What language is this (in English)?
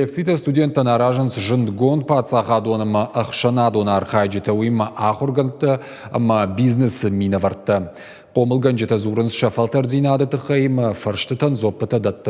Ossetic